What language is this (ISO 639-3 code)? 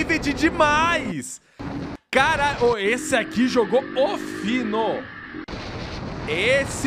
por